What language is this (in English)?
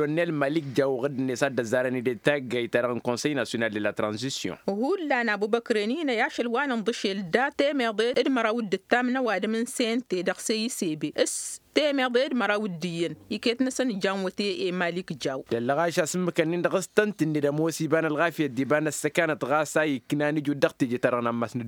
Tamasheq